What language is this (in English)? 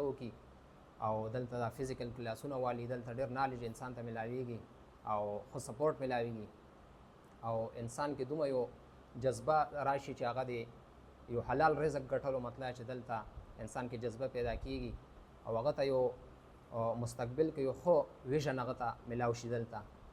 Pashto